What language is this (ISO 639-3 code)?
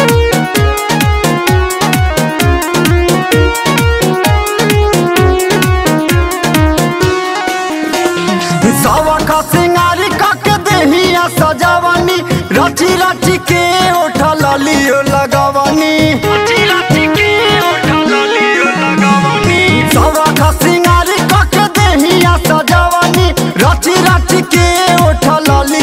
bho